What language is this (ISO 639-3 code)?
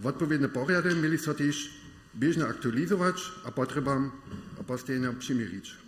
hsb